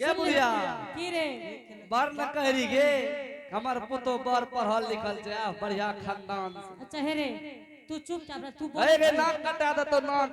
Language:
Angika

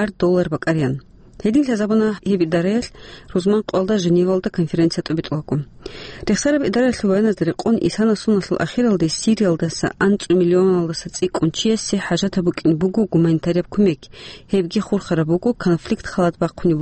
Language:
Avaric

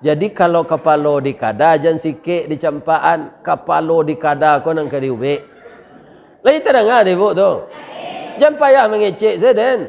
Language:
Minangkabau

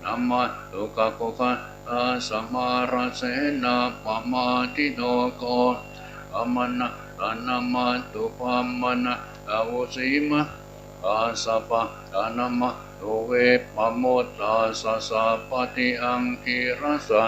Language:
Pali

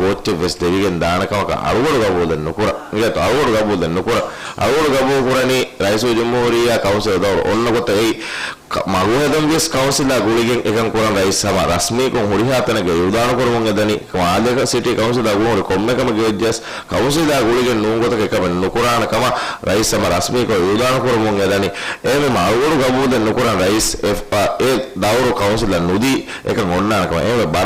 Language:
Divehi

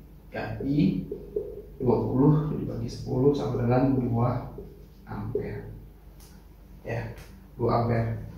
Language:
Indonesian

